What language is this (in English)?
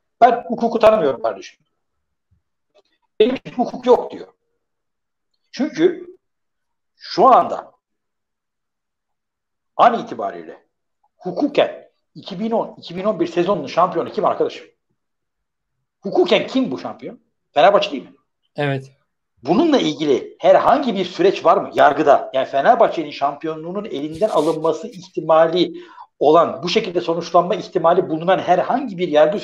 Turkish